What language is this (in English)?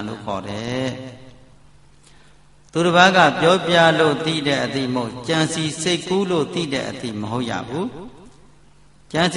Burmese